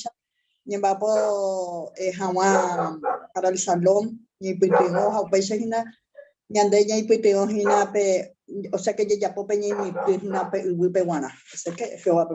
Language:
Guarani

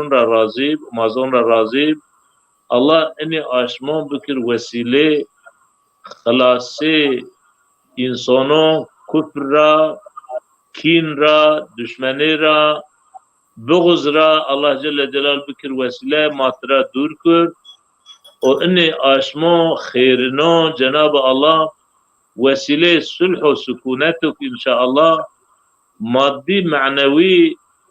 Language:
Zaza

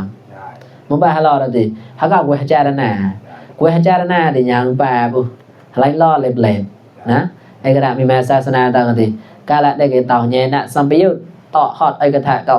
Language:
Mon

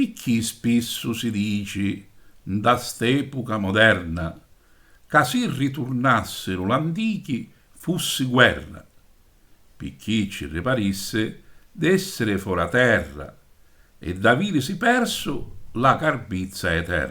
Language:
Sicilian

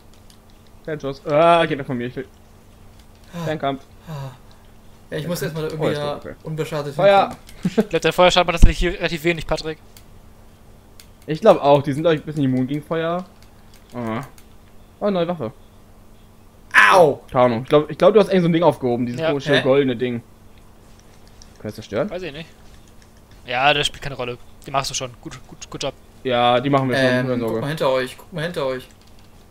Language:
German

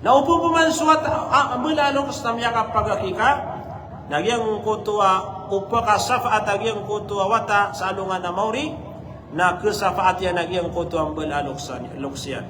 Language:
Maranao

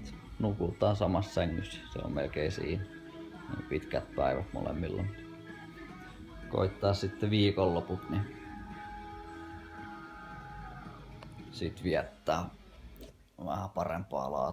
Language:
Finnish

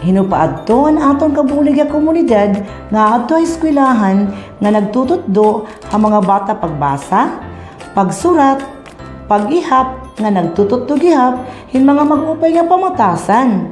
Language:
Waray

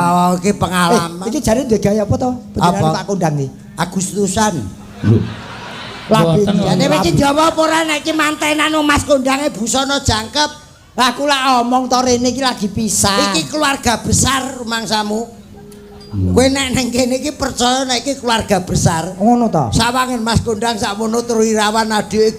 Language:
Javanese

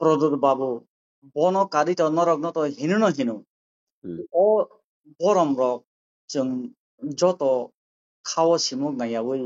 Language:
Kok Borok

